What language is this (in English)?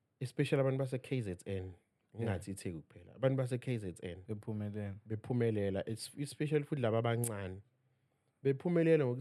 Zulu